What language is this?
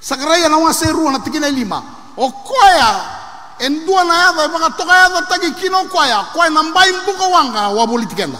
Fijian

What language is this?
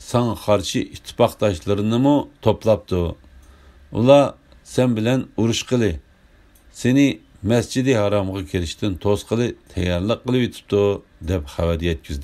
Uyghur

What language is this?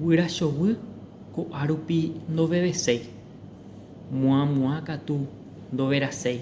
Guarani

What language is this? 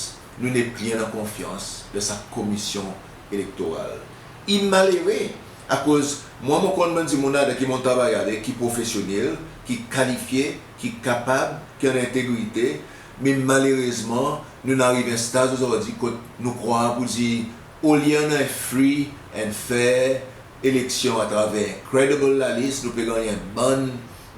Seselwa Creole French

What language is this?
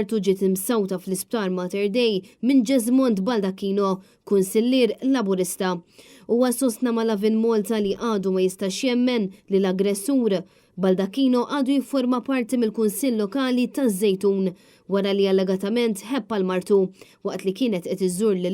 Maltese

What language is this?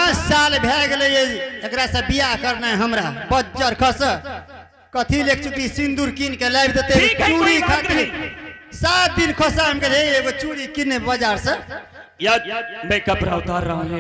Angika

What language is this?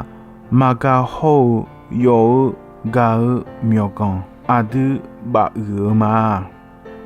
Akha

